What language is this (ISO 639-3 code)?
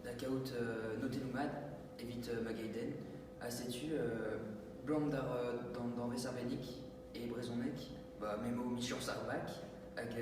bre